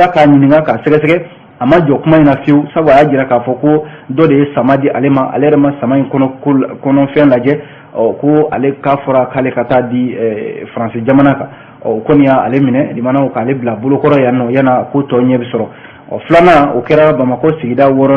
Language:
Bambara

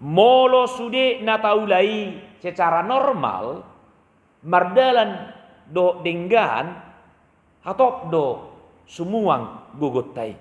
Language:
Batak Toba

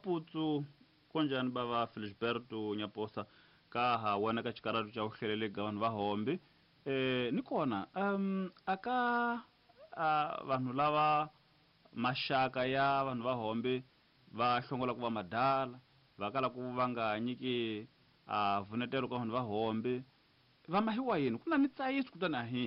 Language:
Tsonga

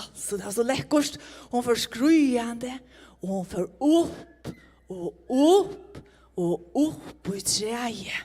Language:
Faroese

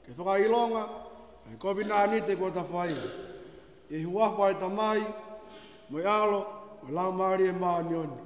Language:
Tongan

